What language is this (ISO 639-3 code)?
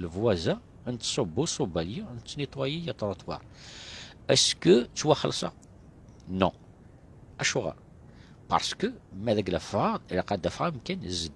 kab